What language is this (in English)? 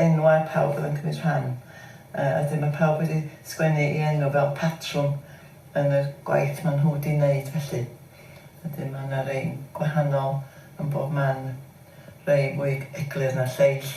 Welsh